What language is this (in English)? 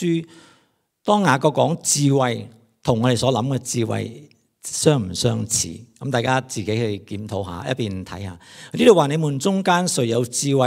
Cantonese